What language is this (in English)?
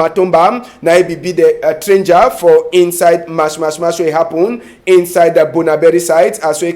Cameroon Pidgin